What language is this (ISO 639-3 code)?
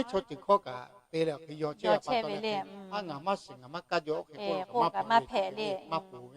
lhu